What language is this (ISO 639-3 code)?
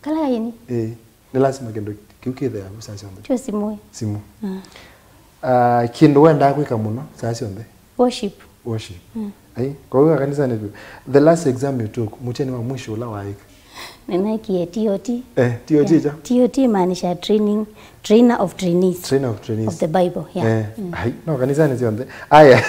kam